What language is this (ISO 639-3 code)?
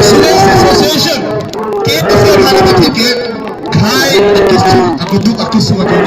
mjw